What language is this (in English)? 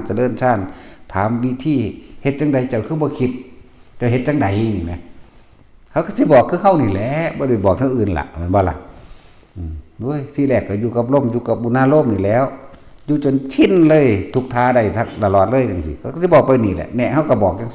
Northeastern Thai